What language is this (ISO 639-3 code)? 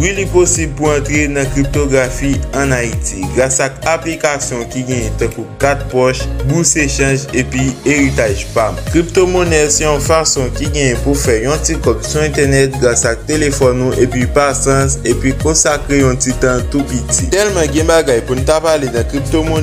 hat